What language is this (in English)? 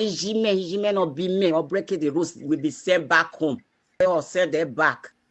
Nigerian Pidgin